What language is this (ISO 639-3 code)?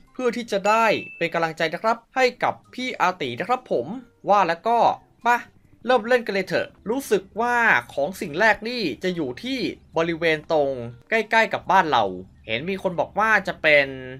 tha